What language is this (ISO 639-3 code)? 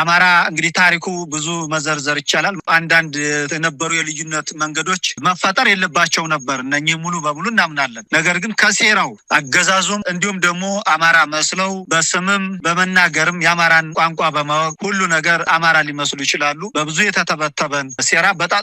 amh